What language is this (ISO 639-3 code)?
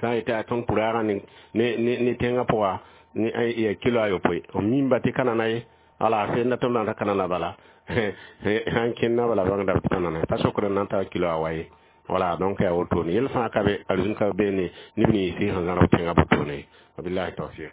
mos